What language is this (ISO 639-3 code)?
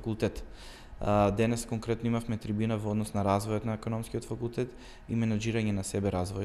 mkd